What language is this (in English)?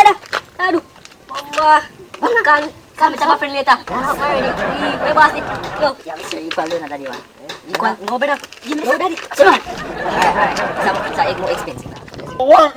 Jamaican Creole English